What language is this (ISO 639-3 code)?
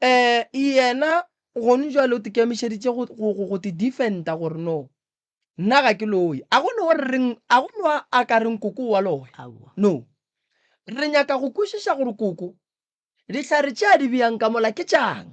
nso